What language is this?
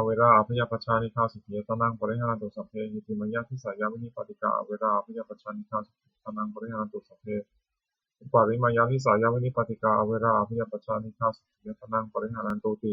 Pali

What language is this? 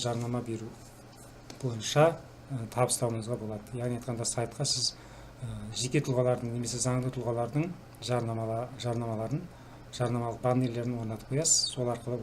Kazakh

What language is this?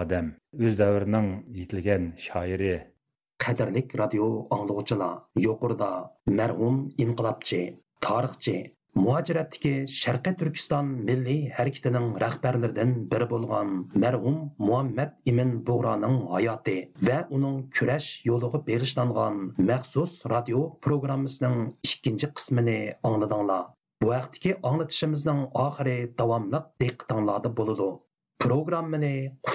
Uyghur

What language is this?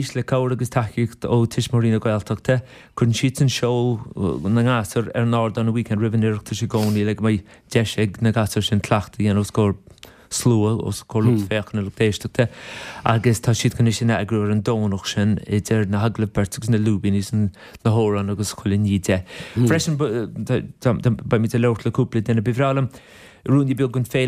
Irish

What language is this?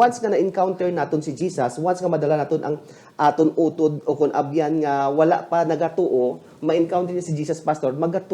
Hiligaynon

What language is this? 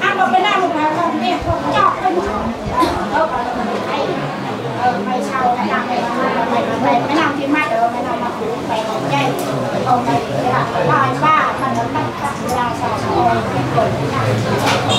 Central Mnong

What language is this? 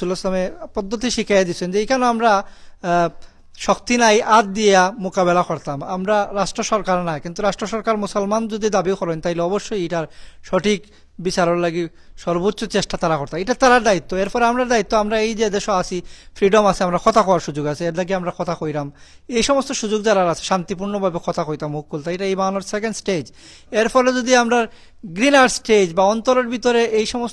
Sylheti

